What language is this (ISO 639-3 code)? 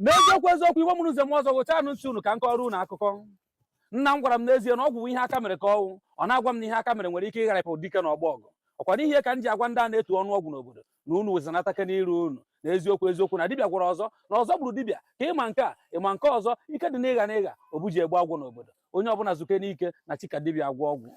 ibo